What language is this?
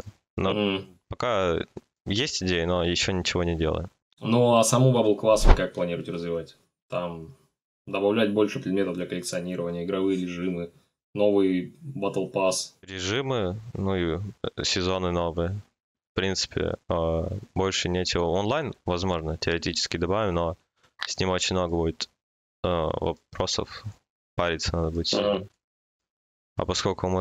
Russian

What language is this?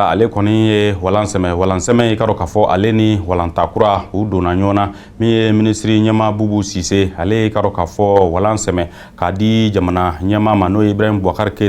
Bambara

